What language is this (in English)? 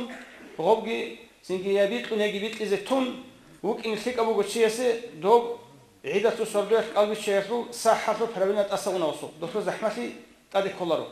Avaric